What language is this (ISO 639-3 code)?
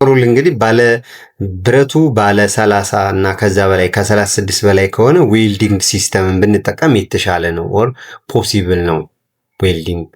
amh